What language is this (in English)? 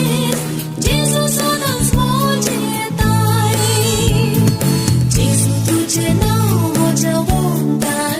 Konkani